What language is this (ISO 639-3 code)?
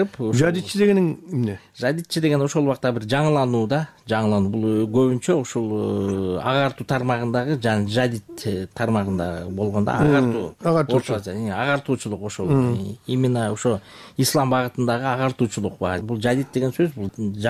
kir